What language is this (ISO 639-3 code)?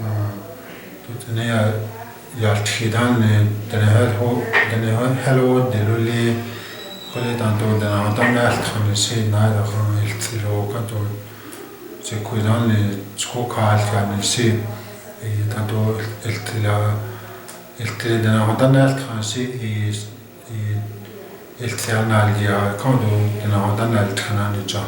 chp